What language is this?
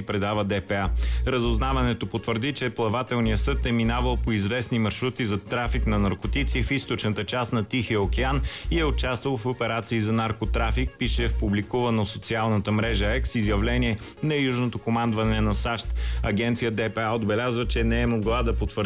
Bulgarian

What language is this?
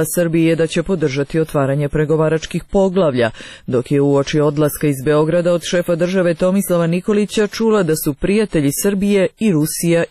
Serbian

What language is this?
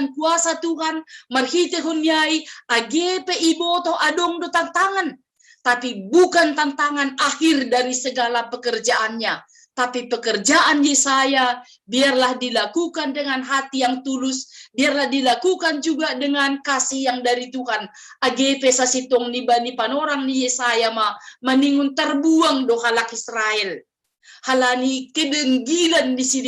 Batak Simalungun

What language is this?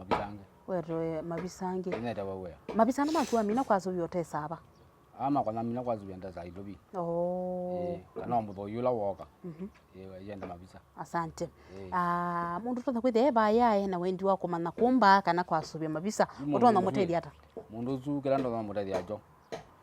Kamba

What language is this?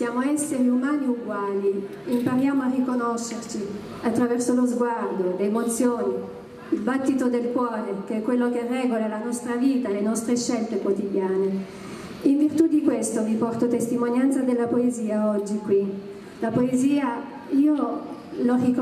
Italian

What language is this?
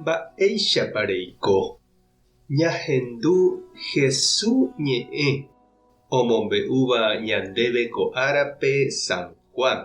Guarani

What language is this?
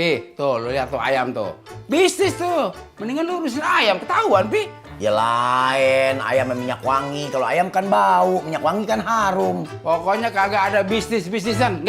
Betawi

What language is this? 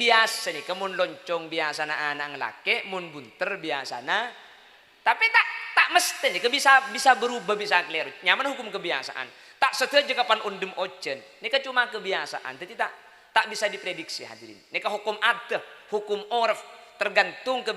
Madurese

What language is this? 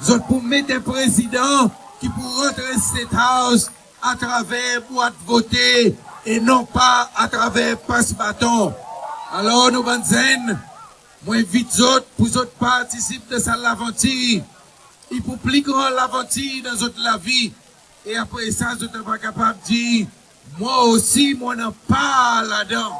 Seselwa Creole French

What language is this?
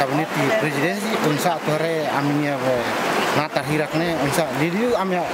Tetum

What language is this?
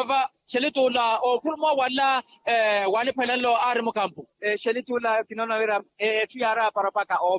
Makhuwa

